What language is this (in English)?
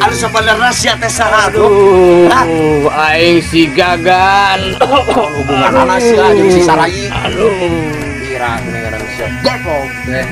Sundanese